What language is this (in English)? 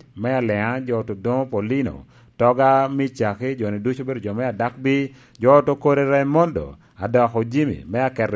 Lango (Uganda)